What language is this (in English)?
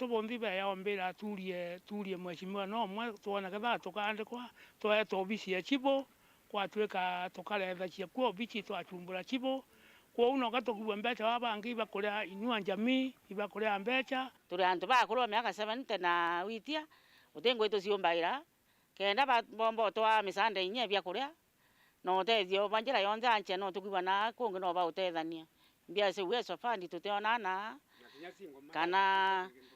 Meru